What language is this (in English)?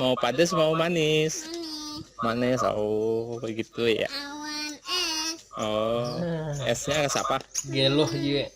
Banjar